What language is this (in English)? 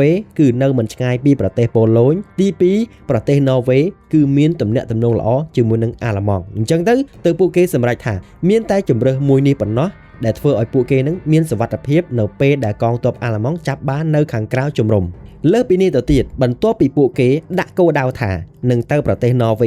Khmer